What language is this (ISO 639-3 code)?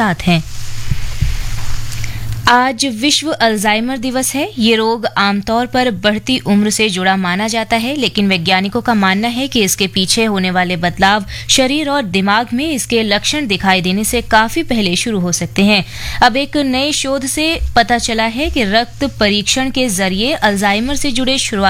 hin